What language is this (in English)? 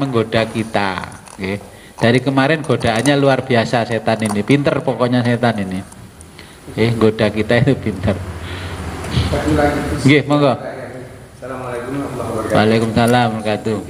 Indonesian